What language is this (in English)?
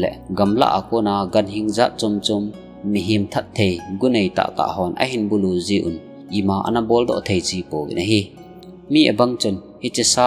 Thado Chin